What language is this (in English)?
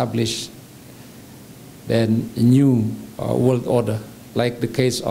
English